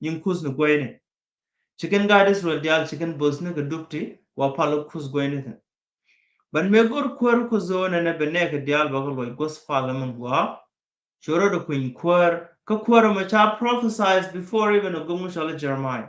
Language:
Nuer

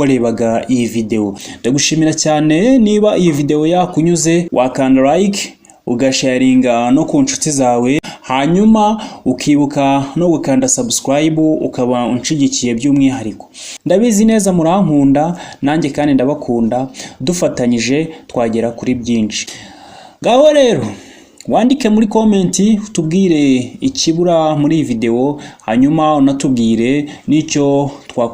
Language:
Kinyarwanda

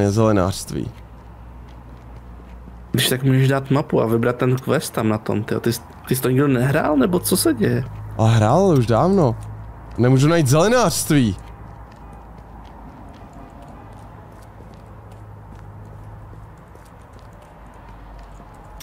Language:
Czech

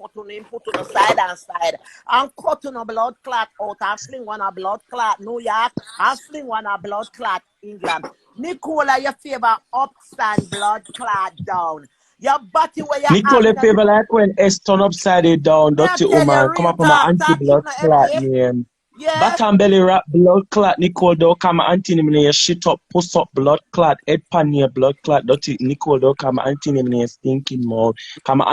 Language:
Jamaican Creole English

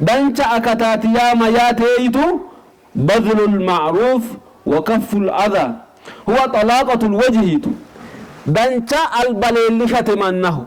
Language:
Sidamo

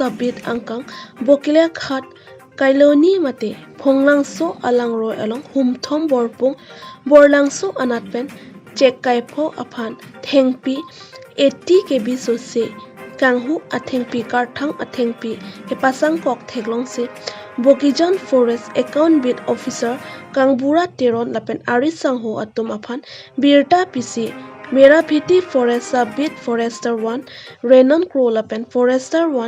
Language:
Karbi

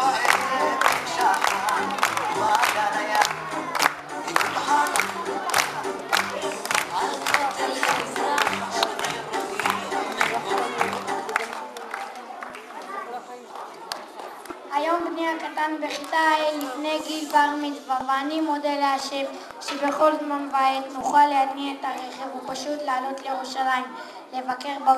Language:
Hebrew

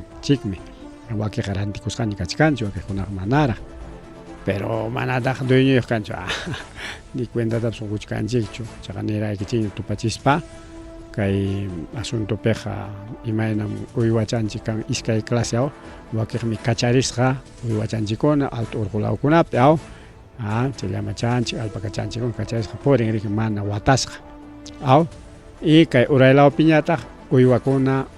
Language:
Ayacucho Quechua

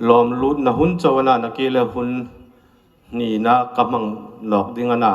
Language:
Hmar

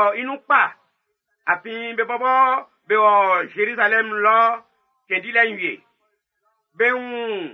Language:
Baoulé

